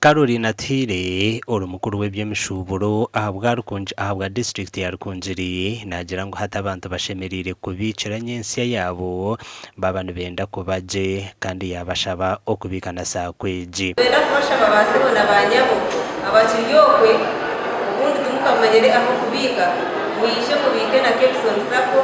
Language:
Nyankole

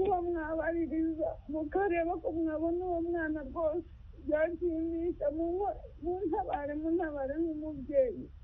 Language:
Kinyarwanda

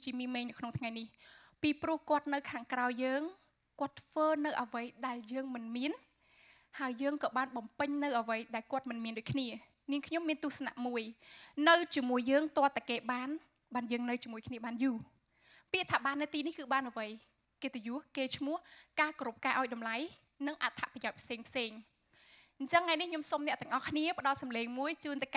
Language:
Khmer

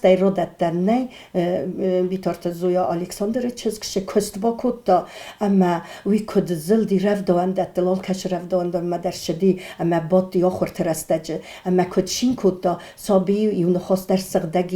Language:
Ossetic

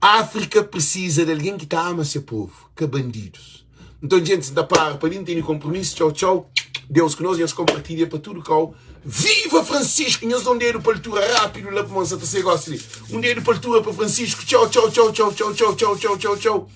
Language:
Kabuverdianu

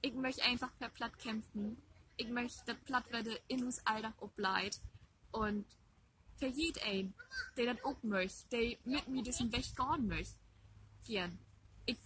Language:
Low German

